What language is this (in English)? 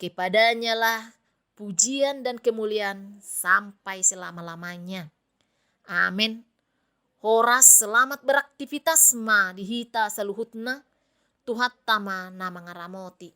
Batak Toba